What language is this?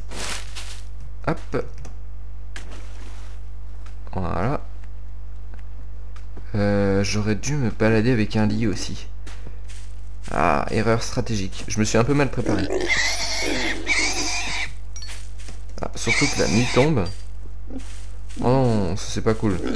French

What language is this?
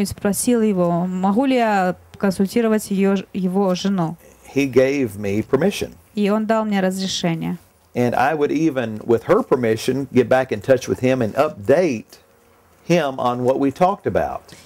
Russian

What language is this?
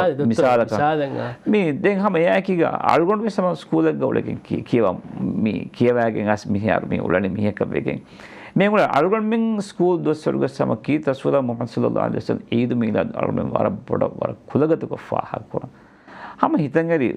Divehi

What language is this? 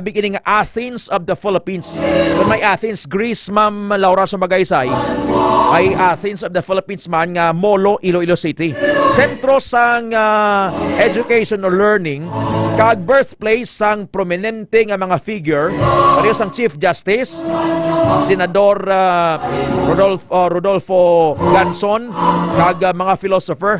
Hiligaynon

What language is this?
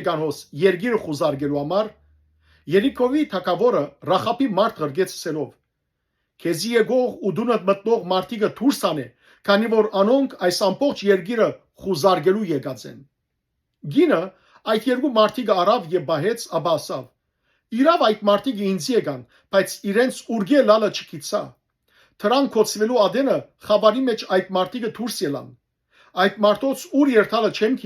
Western Armenian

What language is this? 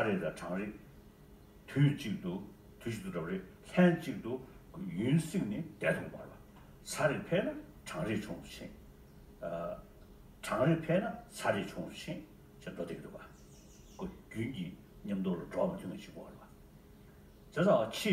Tibetan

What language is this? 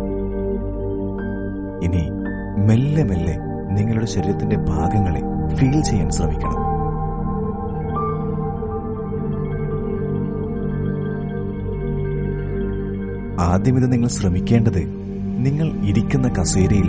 Malayalam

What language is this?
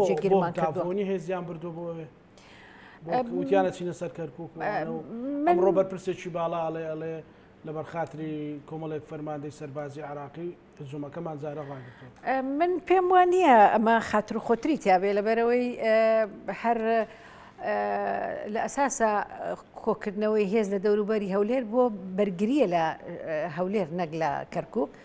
Central Kurdish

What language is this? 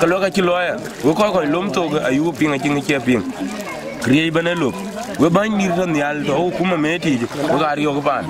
Dinka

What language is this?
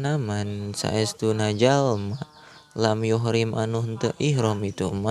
Sundanese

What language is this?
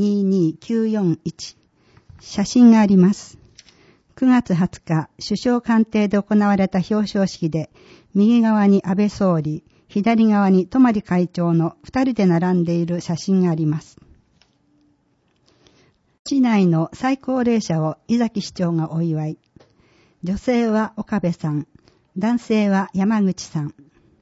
Japanese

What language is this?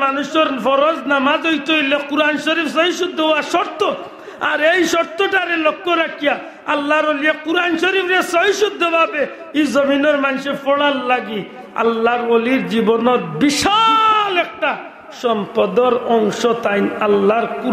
Sylheti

